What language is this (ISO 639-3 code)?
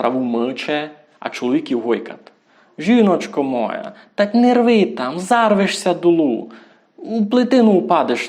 rue